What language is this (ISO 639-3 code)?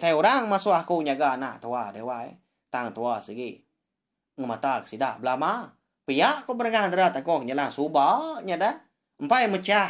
iba